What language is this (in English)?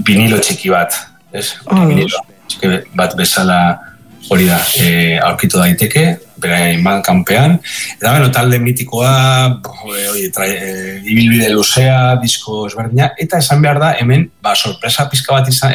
Basque